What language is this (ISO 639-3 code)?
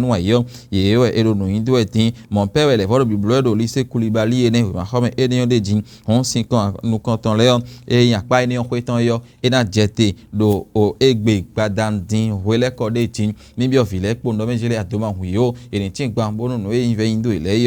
fon